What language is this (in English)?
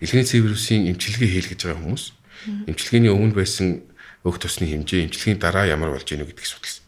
Mongolian